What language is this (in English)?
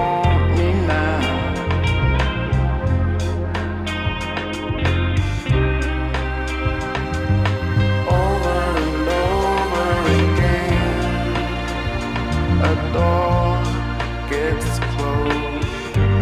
English